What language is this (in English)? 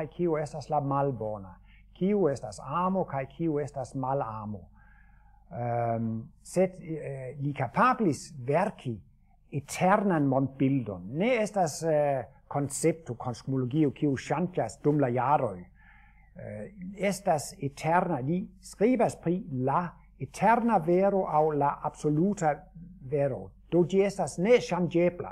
Esperanto